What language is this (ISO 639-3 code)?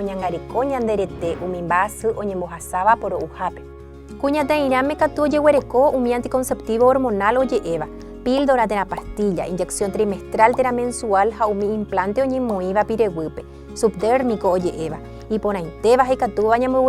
grn